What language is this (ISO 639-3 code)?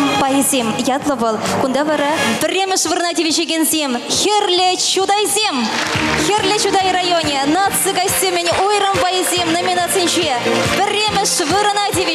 chv